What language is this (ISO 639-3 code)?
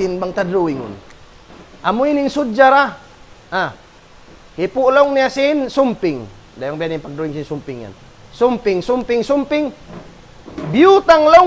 tsg